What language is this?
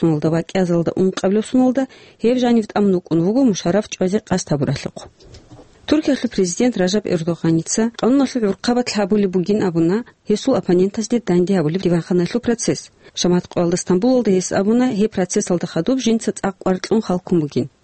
Avaric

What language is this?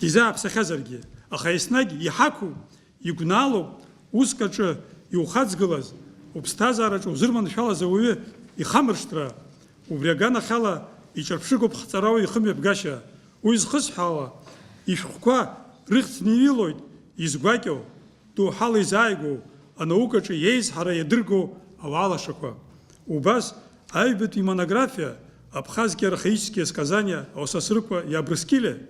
Abkhazian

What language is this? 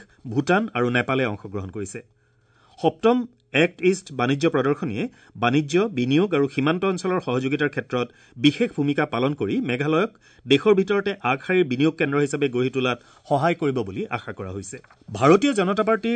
Assamese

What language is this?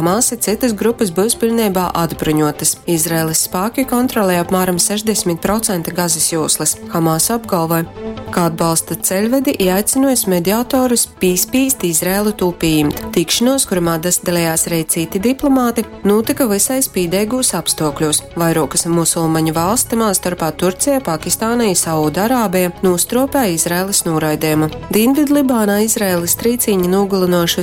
Latgalian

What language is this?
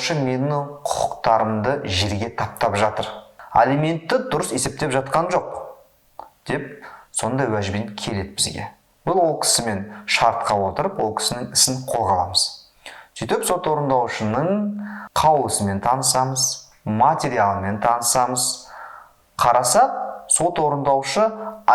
Kazakh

